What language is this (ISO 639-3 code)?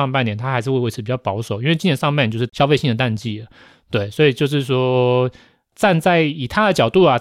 zho